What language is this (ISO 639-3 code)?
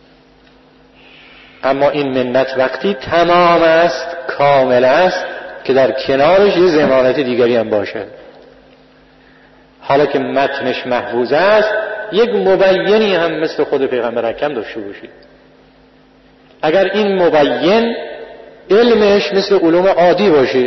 fas